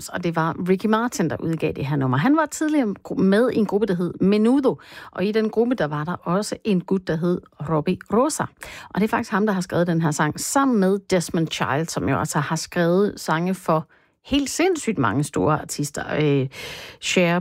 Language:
Danish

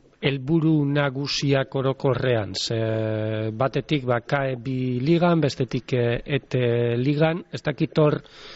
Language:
Basque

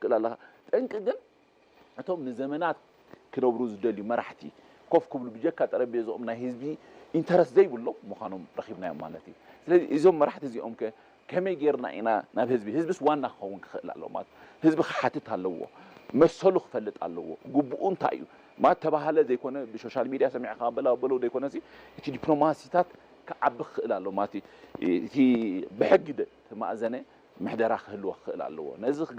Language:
Tigrinya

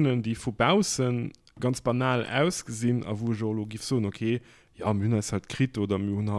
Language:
Luxembourgish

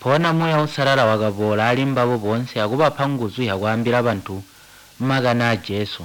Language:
Tonga (Zambia)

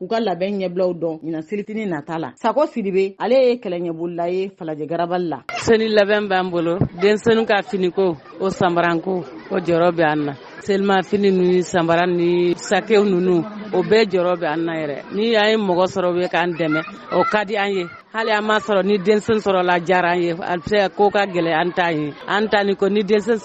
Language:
Bambara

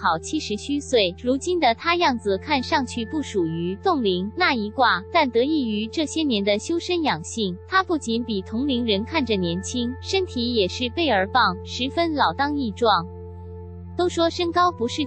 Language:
Chinese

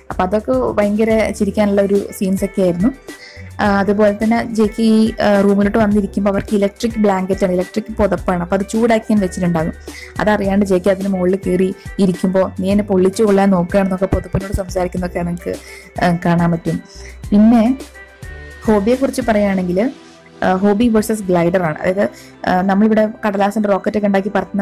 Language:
Malayalam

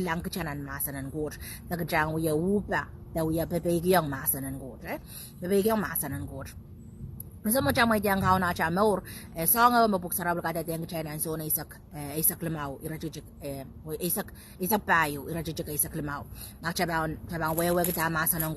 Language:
Pohnpeian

